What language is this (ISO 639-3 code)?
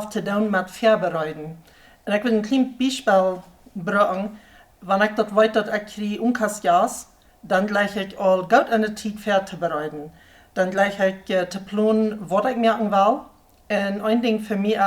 pdt